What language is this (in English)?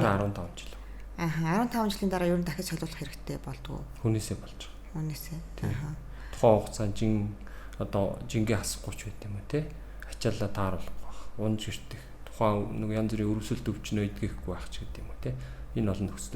Mongolian